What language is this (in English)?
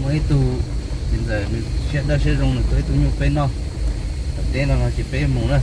Hmong